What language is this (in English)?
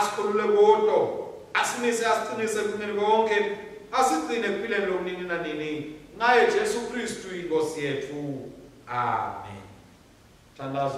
Swati